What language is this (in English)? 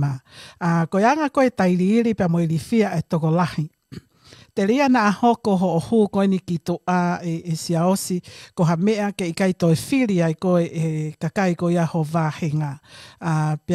Tongan